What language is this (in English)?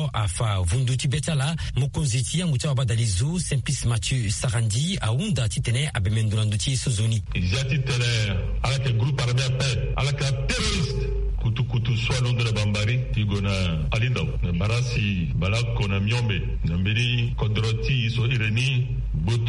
Sango